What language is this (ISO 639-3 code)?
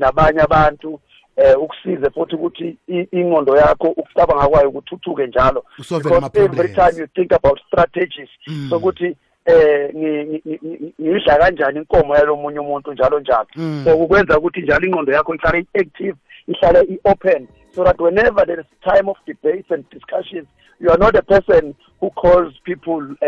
nbl